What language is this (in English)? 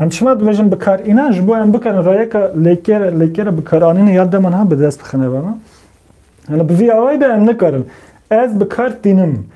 Kurdish